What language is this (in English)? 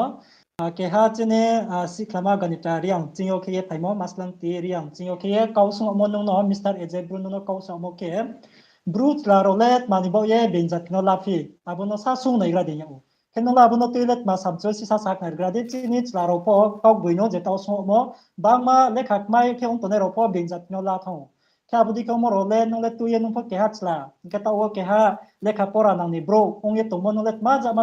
Riang (India)